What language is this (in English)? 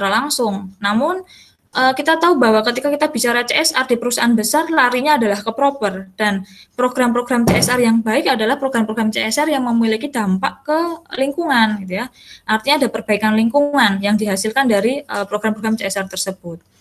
Indonesian